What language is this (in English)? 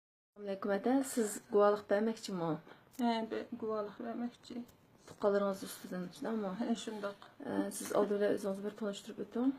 Uyghur